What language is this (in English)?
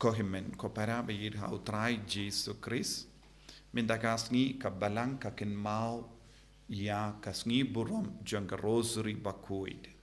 Khasi